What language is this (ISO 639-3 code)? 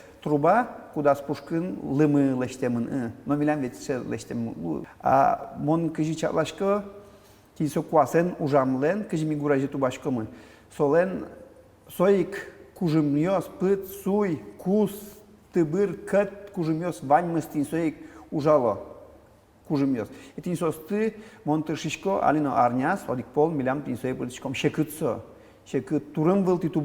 udm